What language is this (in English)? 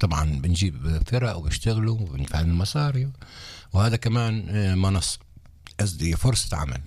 North Levantine Arabic